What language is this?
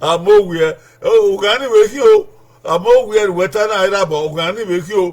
Bini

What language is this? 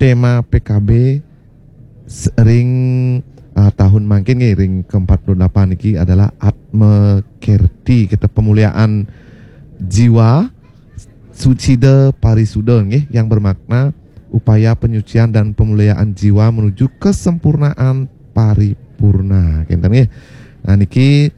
Balinese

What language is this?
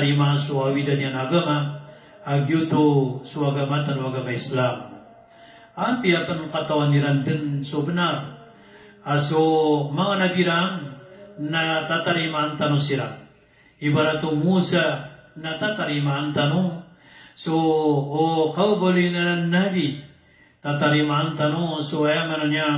Maranao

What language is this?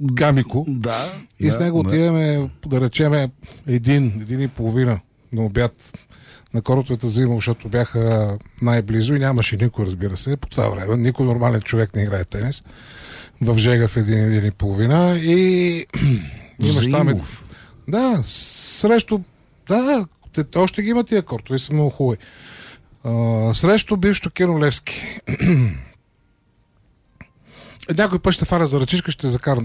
Bulgarian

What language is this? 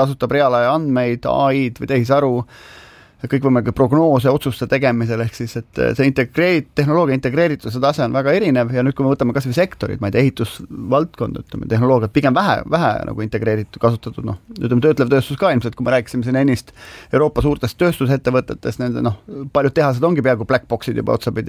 Estonian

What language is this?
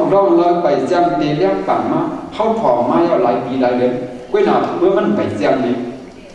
Shan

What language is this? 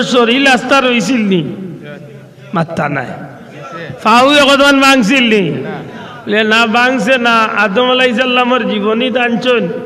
Sylheti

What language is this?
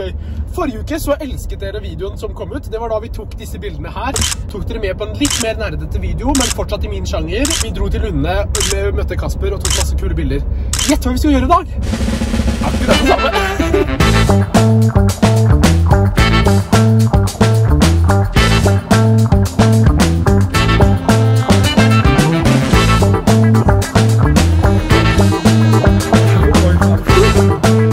Norwegian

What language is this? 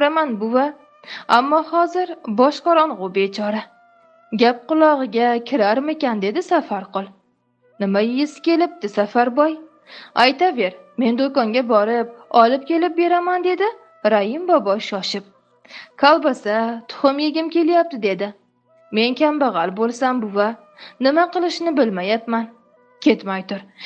Uzbek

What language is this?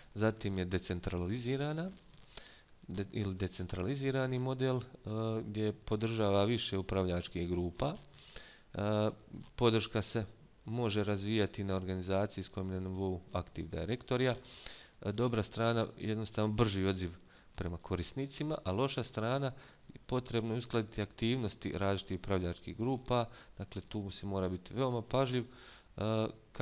Bosnian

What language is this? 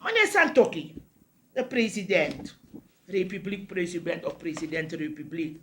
Sranan Tongo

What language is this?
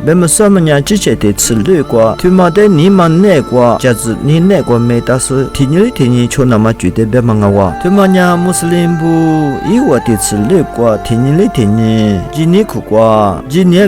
Lisu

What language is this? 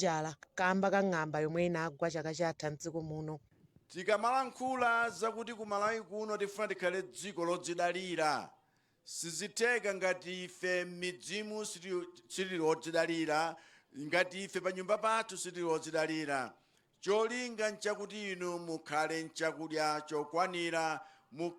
Nyanja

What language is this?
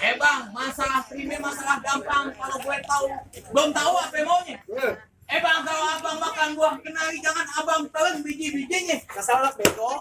Betawi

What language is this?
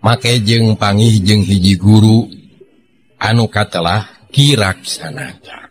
Sundanese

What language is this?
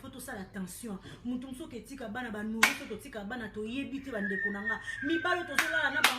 Lingala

